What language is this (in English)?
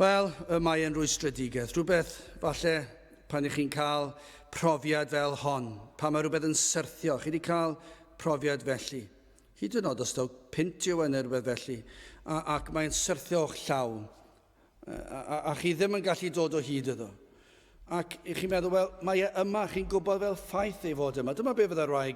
Welsh